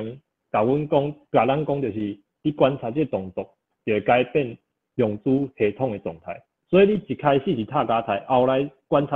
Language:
Min Nan Chinese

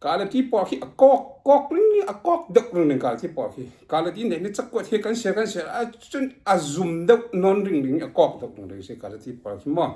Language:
Falam Chin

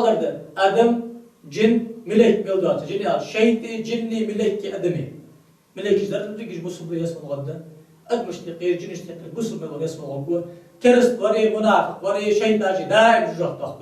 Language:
Ingush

